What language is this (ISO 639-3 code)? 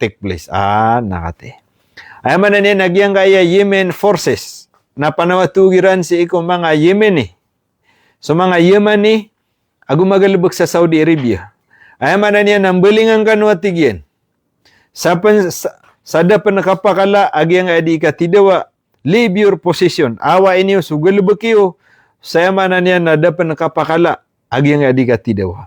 mrw